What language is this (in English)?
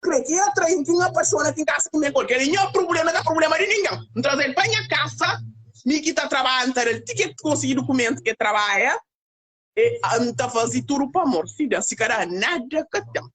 Kabuverdianu